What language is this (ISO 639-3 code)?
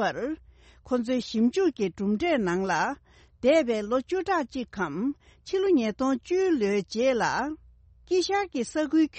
bod